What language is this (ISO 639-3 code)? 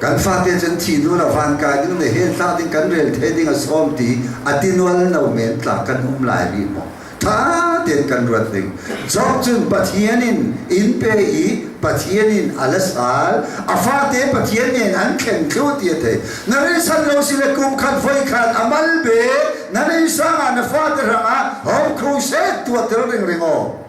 cnh